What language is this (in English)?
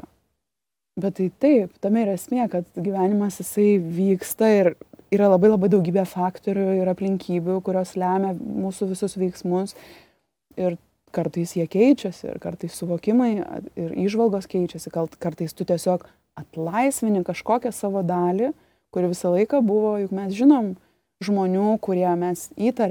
Lithuanian